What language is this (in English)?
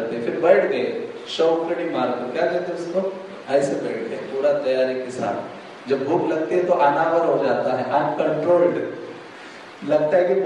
Hindi